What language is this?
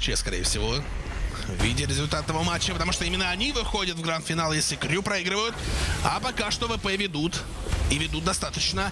Russian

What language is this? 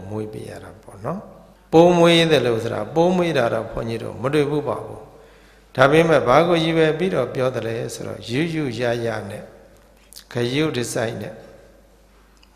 Burmese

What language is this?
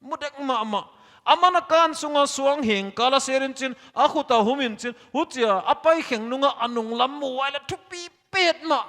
Paite Chin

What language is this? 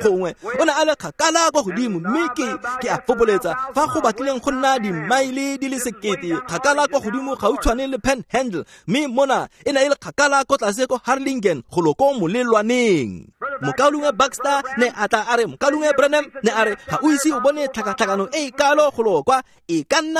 Tswana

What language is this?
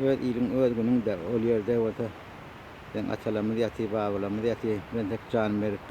Turkmen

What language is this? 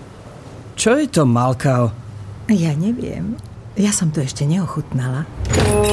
Slovak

